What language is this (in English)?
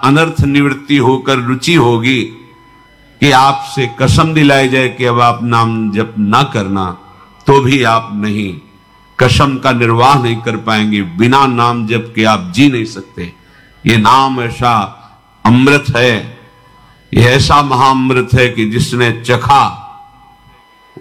Hindi